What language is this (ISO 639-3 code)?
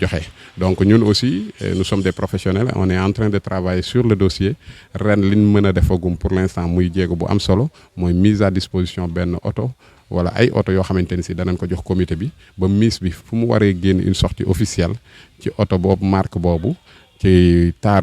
wol